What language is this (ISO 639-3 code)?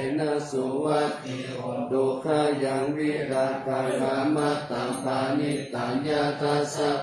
pli